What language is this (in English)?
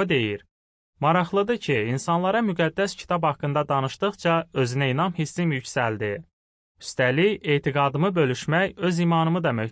Azerbaijani